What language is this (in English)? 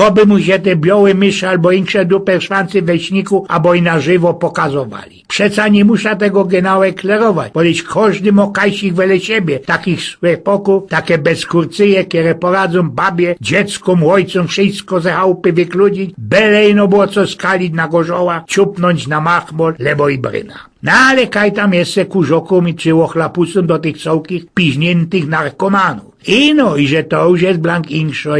Silesian